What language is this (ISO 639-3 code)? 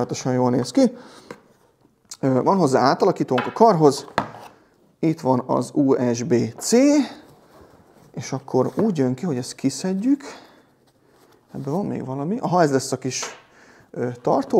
hun